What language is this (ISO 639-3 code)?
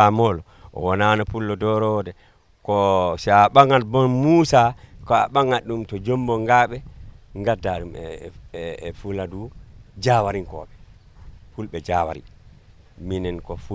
ful